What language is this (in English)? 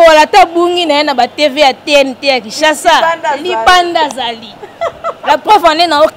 Lingala